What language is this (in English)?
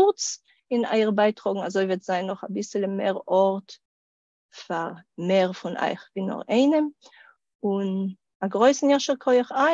Yiddish